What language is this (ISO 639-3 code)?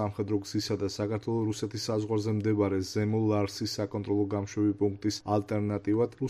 kat